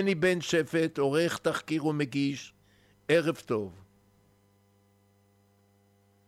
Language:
Hebrew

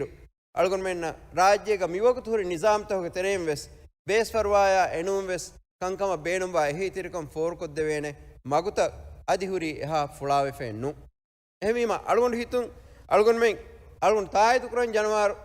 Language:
Divehi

